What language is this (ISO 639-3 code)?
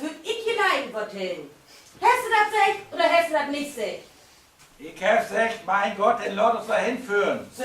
nds